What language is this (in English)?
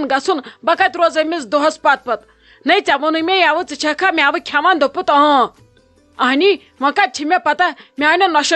Kashmiri